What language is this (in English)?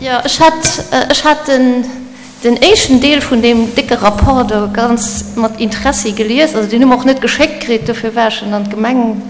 Luxembourgish